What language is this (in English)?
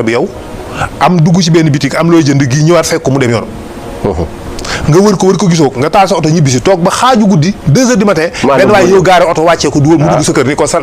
Wolof